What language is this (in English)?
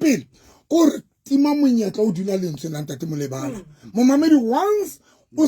Southern Sotho